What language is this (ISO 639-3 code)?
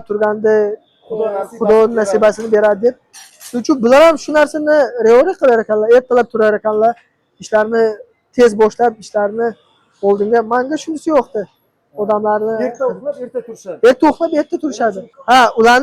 uzb